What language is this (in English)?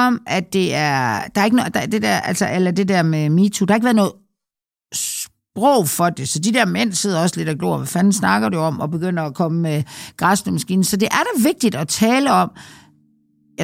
Danish